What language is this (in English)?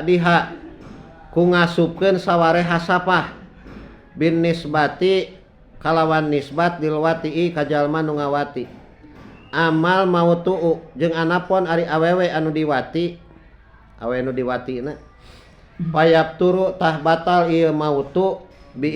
Sundanese